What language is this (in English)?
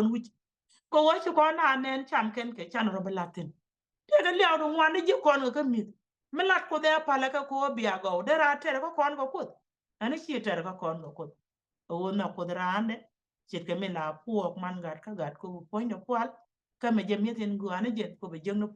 Nuer